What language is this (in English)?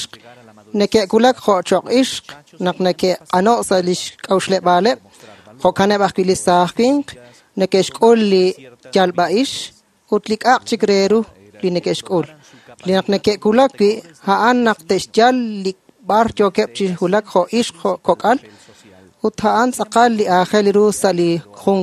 Kekchí